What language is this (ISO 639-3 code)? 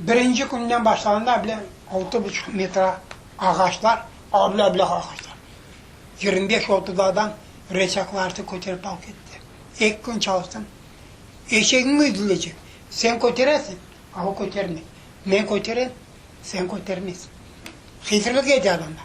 crh